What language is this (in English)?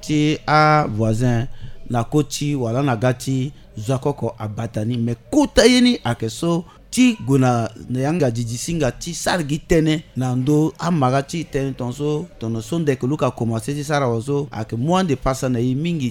Sango